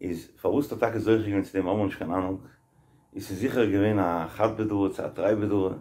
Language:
Yiddish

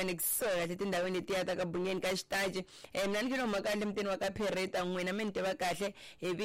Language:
Tsonga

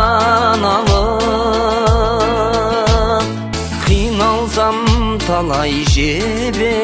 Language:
Kazakh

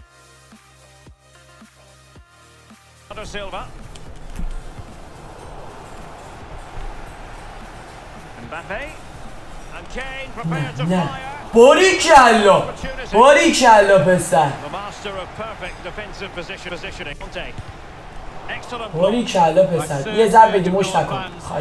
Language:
Persian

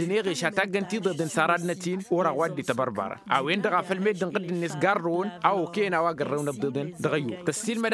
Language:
Tamasheq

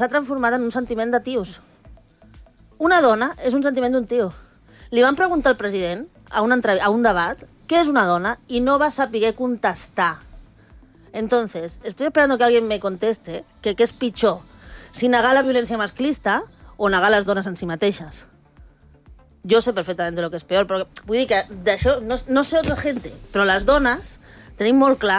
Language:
Catalan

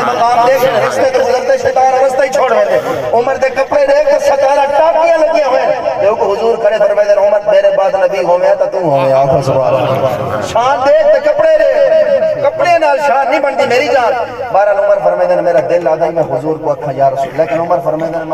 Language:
Saraiki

